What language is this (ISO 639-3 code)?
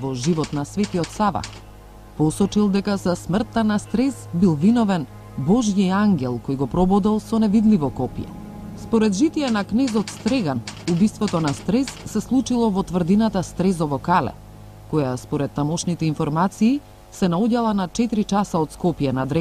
mkd